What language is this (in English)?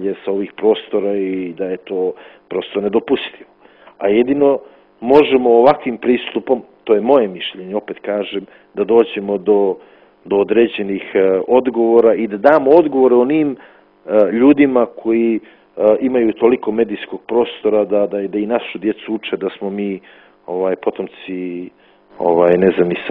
Serbian